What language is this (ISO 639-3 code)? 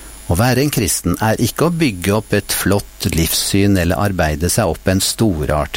nor